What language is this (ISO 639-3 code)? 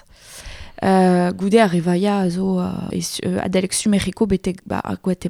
bre